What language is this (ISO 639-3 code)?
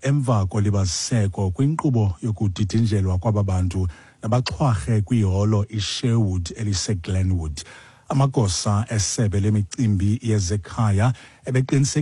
xho